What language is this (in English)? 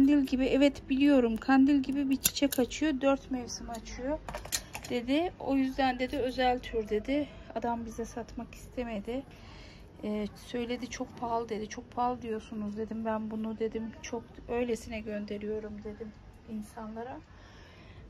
Turkish